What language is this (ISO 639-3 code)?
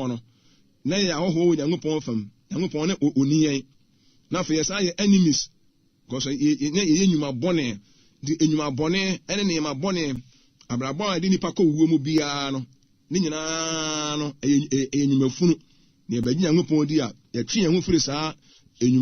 aka